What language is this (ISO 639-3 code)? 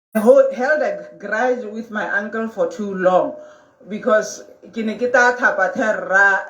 tsn